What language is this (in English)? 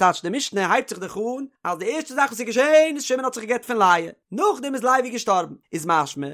Yiddish